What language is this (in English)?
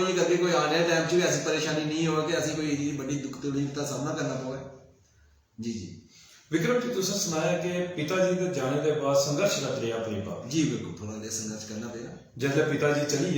Dogri